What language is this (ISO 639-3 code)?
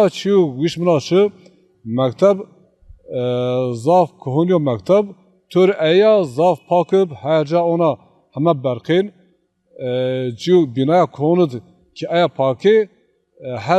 zza